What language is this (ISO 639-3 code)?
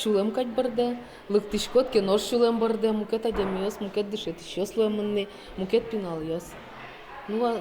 udm